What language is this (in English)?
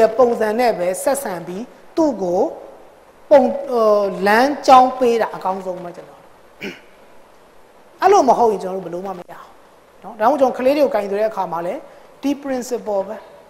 Burmese